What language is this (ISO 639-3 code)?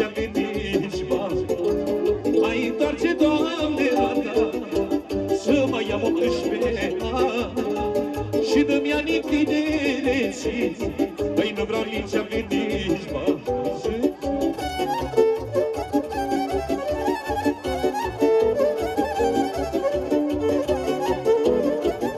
ron